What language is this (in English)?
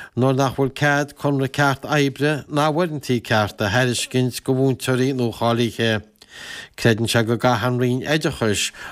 Irish